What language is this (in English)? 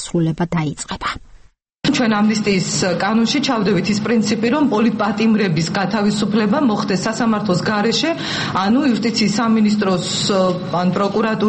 Georgian